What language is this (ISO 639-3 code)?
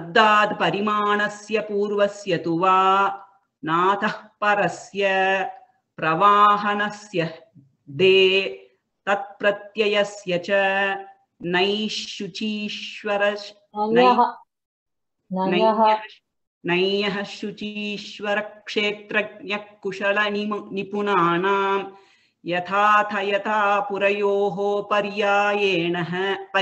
san